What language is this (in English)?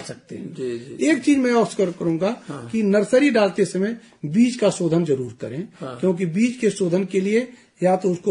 Hindi